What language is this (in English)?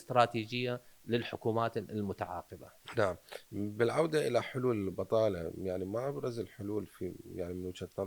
Mesopotamian Arabic